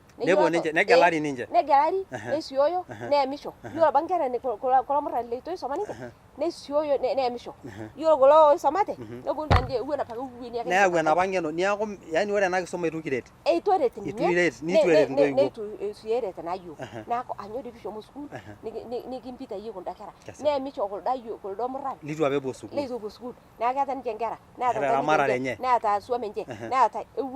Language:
Masai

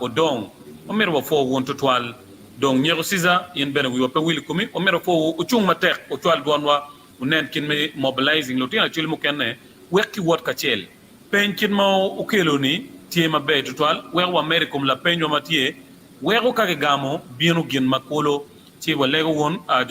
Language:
Acoli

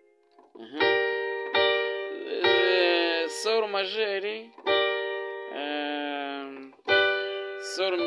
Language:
Kinyarwanda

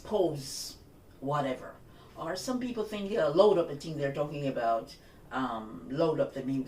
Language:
Jamaican Creole English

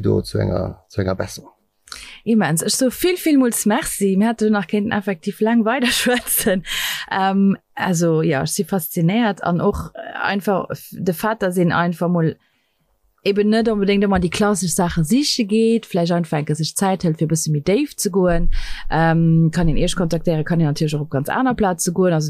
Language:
Luxembourgish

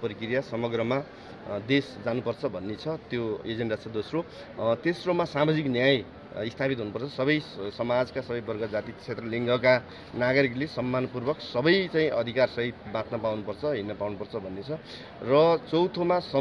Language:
Nepali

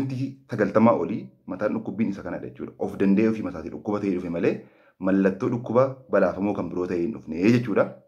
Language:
Oromo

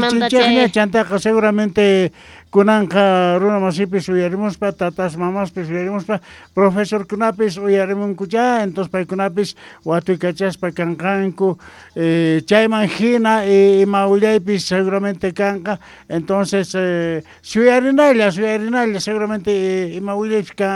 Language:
South Bolivian Quechua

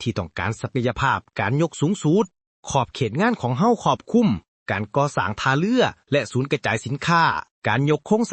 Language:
Lao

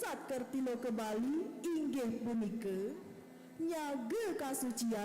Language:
Balinese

